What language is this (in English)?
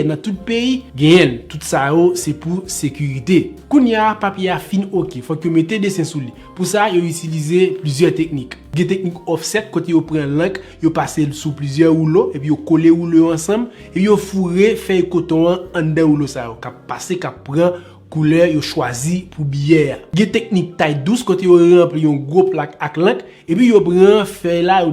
Haitian Creole